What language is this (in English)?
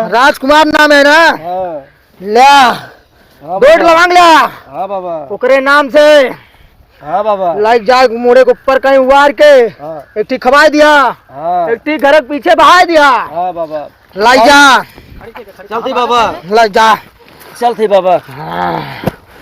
Awadhi